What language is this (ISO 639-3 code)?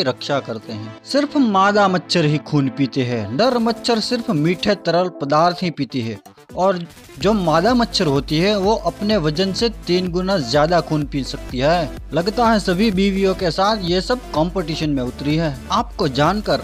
hin